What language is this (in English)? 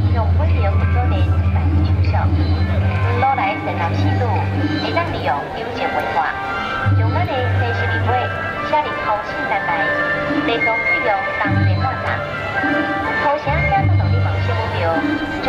Min Nan Chinese